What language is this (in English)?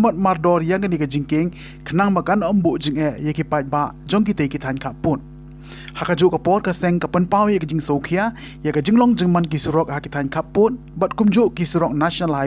Khasi